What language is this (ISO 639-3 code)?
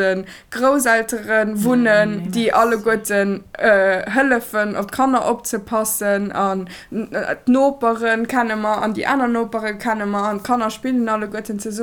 ltz